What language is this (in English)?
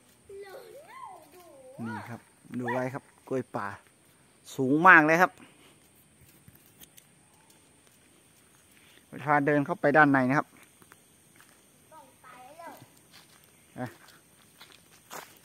Thai